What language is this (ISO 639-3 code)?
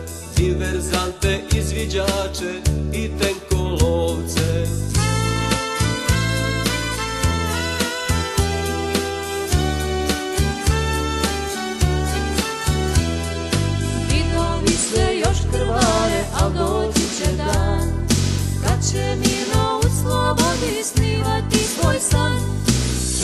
hrv